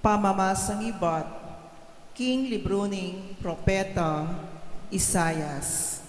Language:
Pampanga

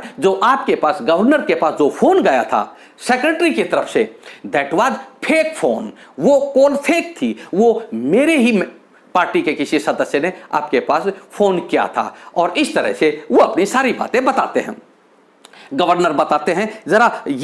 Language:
Hindi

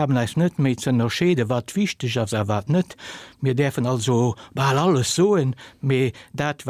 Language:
Luxembourgish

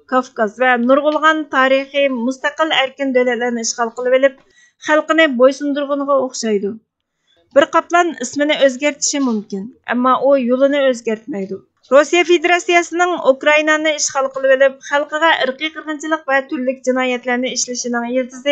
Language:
Uyghur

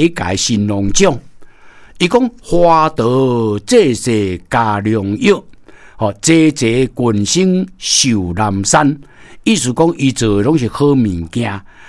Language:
Min Nan Chinese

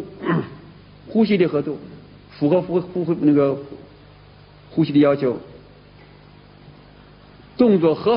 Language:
Chinese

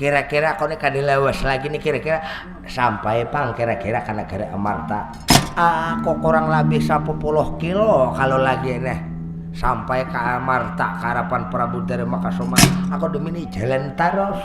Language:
Banjar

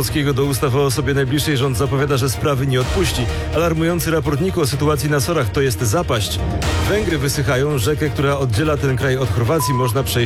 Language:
Polish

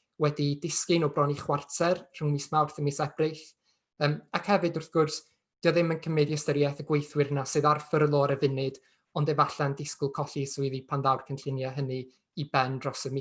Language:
Welsh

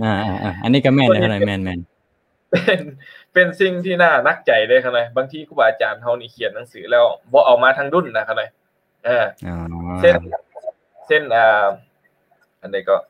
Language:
Lao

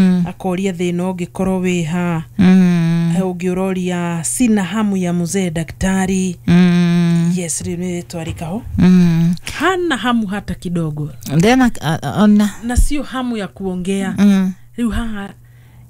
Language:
Kikuyu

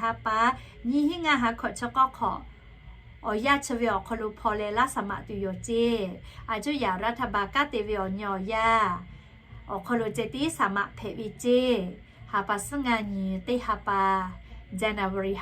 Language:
Lahu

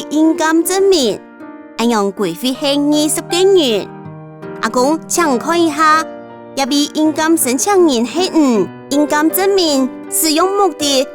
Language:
Hakka Chinese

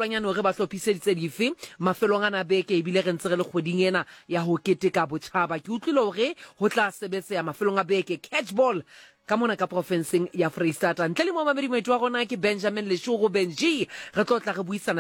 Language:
Southern Sotho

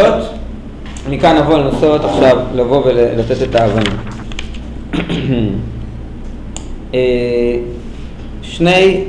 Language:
Hebrew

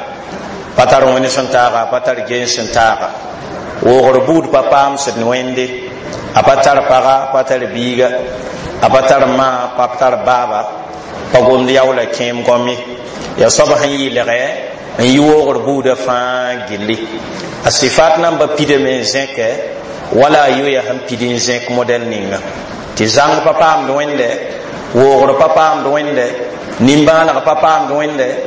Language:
Mossi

